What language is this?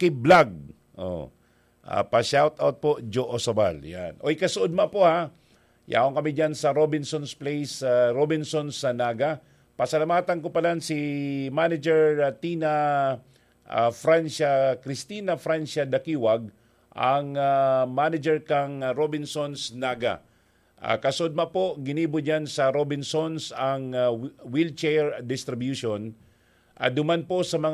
Bikol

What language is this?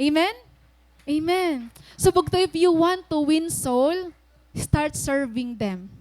Waray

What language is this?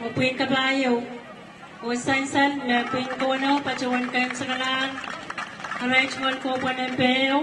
Pohnpeian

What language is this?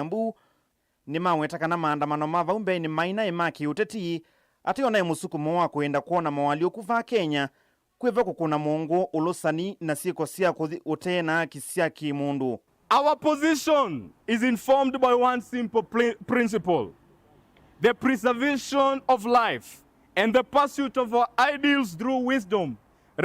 Kamba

